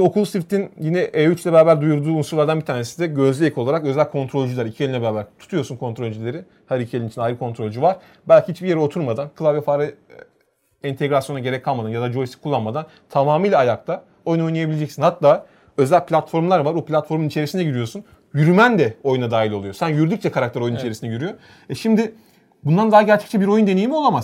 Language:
Turkish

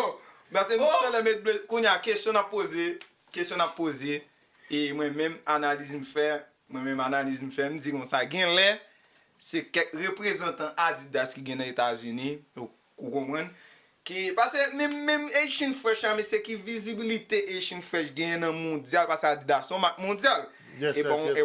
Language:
Haitian Creole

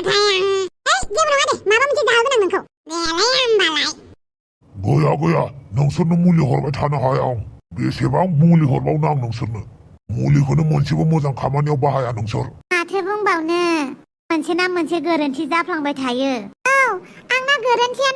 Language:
Bodo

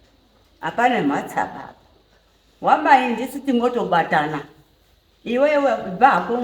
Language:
Shona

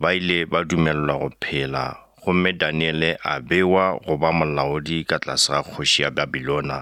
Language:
Northern Sotho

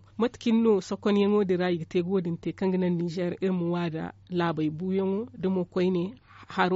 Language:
Zarma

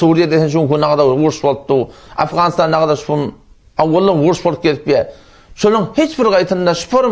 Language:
Turkmen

